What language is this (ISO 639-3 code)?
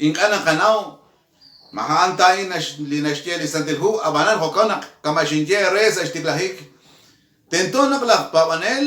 kek